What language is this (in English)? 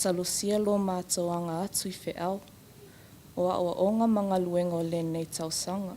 Samoan